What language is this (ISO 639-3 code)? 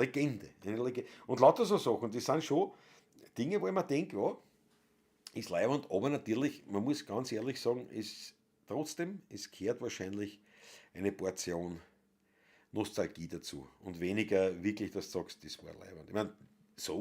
bar